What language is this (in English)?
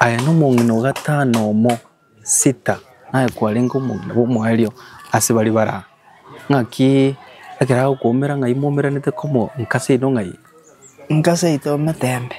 Gusii